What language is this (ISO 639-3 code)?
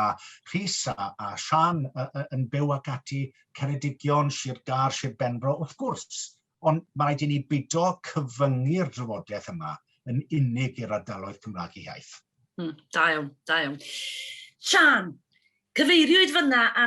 cym